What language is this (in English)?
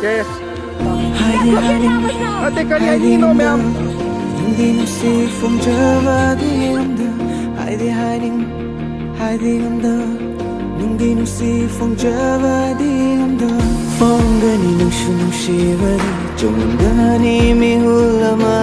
Manipuri